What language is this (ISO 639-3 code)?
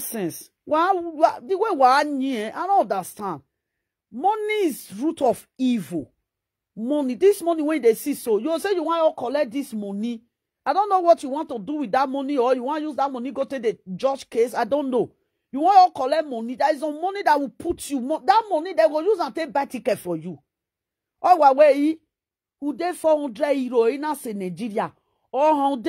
pcm